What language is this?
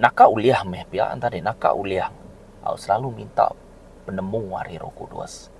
Iban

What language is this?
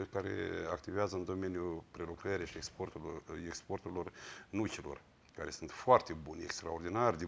Romanian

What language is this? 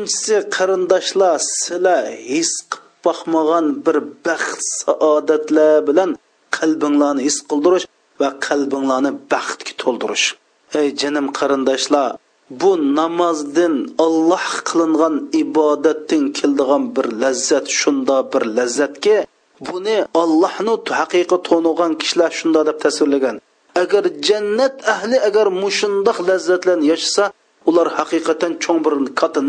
Uyghur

